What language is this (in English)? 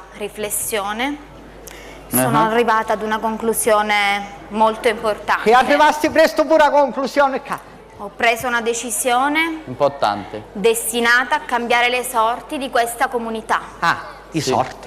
Sicilian